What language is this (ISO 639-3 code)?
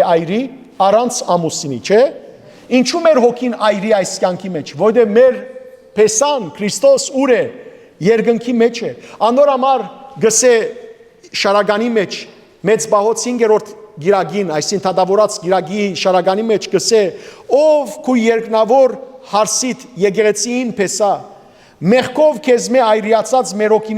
hyw